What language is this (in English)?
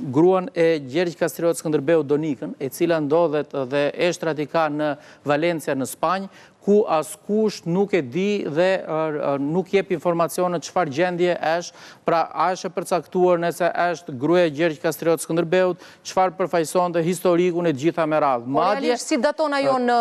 Albanian